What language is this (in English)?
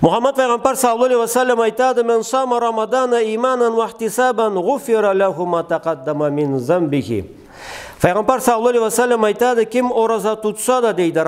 Karachay-Balkar